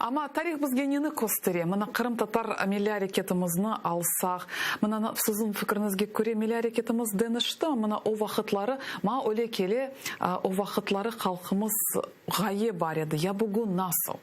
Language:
Crimean Tatar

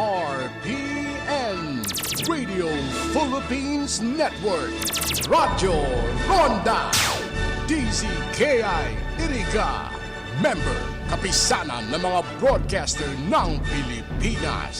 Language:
Bikol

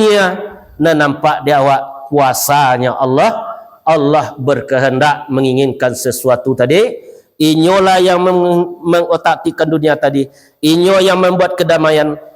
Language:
Minangkabau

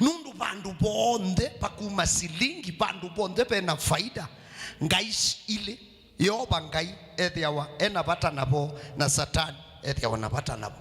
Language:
Kamba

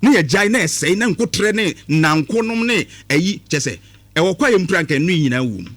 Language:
Akan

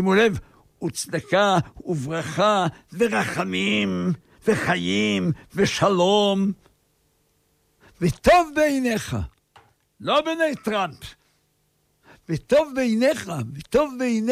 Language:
Hebrew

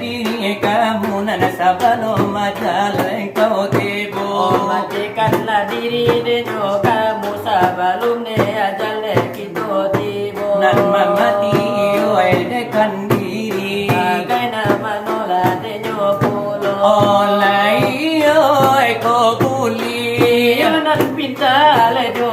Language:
Minangkabau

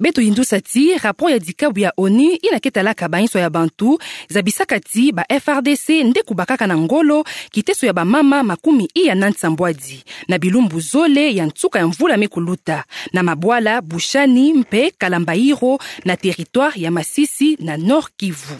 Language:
Kituba (Democratic Republic of Congo)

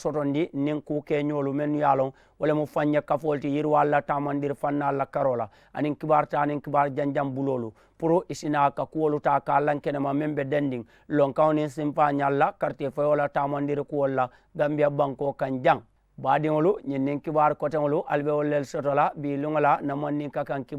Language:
Mandingo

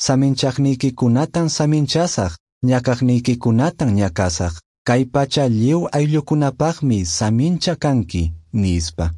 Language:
Quechua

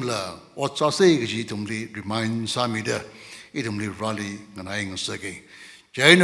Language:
Tangkhul Naga (India)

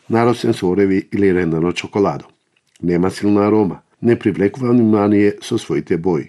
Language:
Macedonian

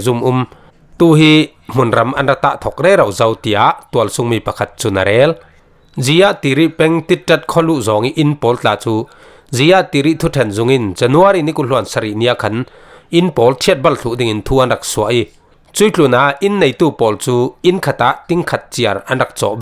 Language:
Falam Chin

